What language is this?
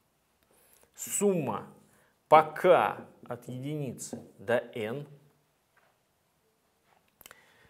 Russian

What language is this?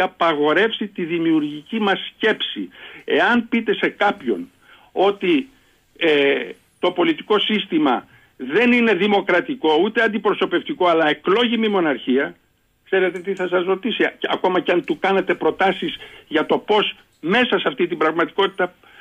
Greek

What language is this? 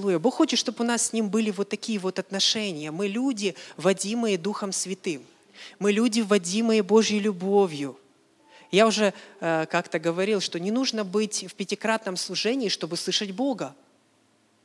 Russian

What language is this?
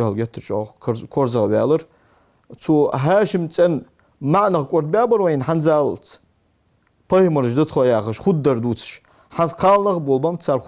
Ingush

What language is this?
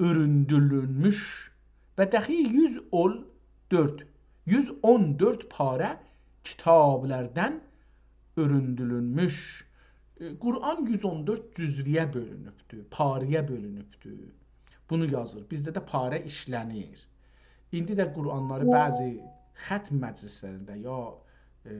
South Azerbaijani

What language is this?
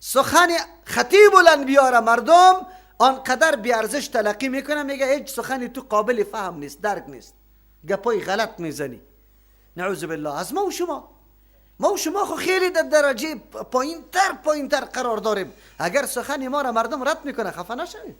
Persian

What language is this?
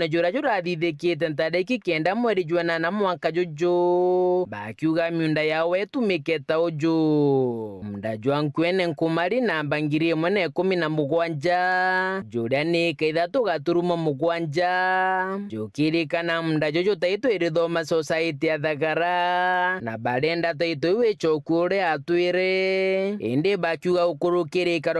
Meru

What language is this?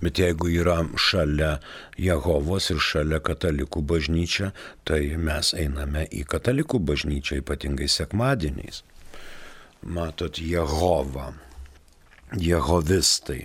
Lithuanian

